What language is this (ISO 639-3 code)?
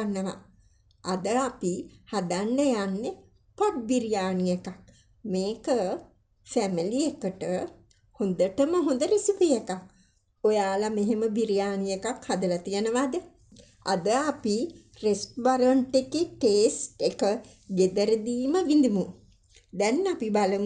sin